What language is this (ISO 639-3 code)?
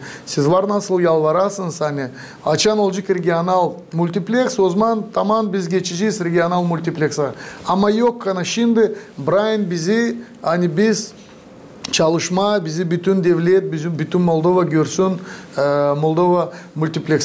gag